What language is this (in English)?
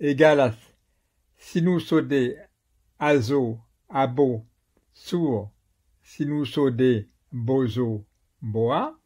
Esperanto